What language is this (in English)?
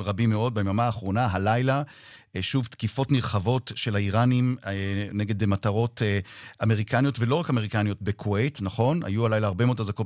Hebrew